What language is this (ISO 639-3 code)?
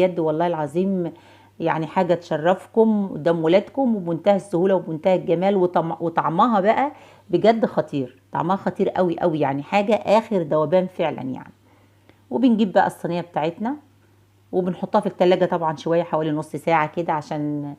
arz